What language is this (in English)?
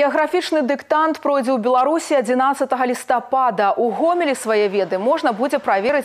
Belarusian